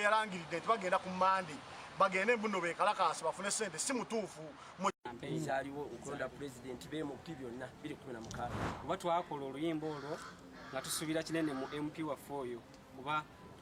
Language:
Ganda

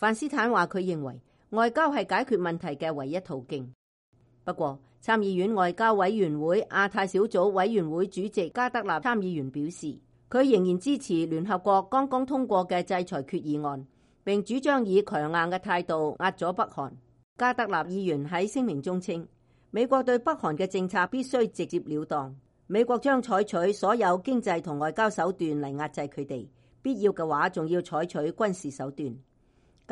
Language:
Cantonese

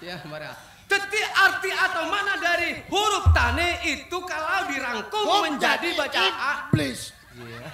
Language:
Madurese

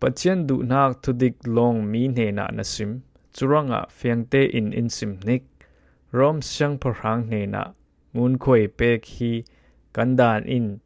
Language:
Falam Chin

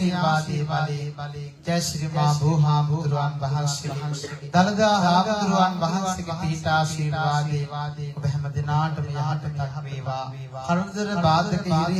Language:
Sinhala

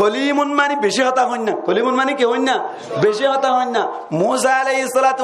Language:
Rohingya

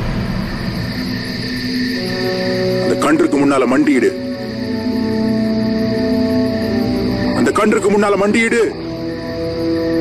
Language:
Tamil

